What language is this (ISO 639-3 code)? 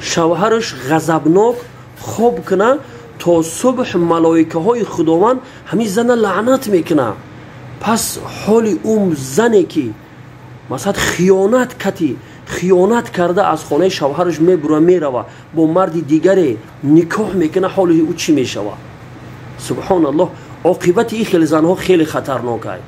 tgk